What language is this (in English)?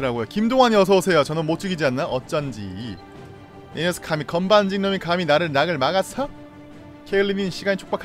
Korean